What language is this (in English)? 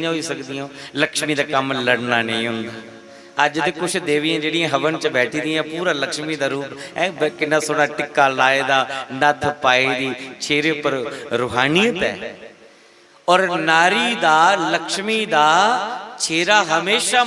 Dogri